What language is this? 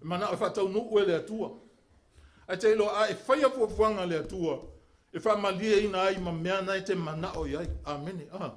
Samoan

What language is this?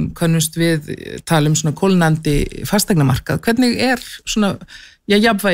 Icelandic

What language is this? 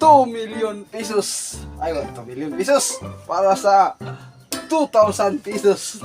Cebuano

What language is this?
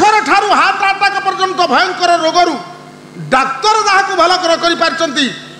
Odia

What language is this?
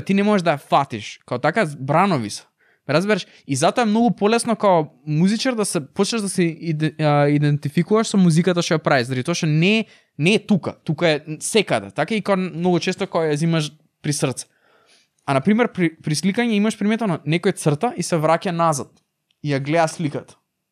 Macedonian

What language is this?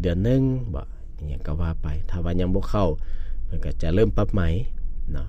Lao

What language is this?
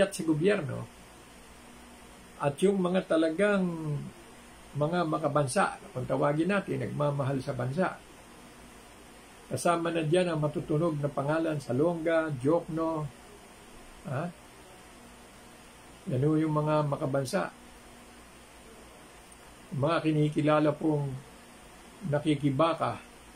Filipino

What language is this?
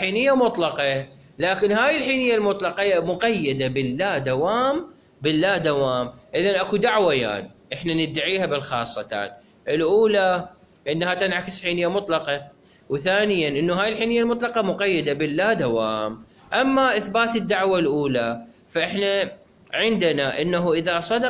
Mesopotamian Arabic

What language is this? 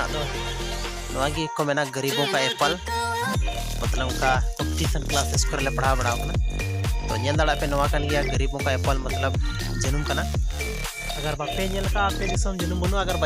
Santali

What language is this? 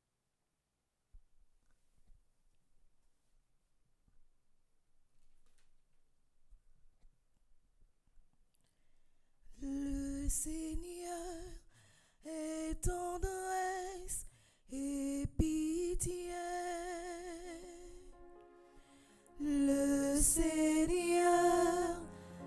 French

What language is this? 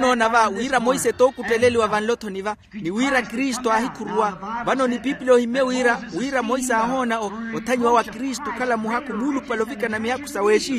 Makhuwa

